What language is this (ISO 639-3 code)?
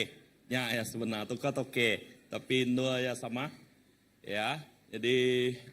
iba